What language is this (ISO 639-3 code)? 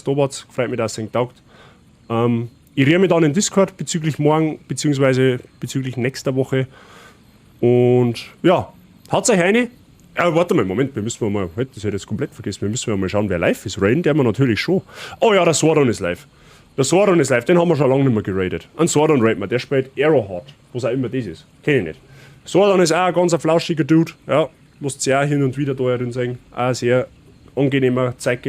bar